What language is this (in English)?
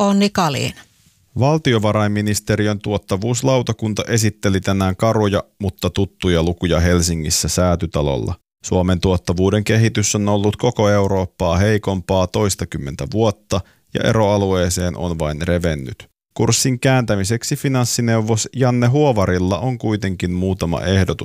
Finnish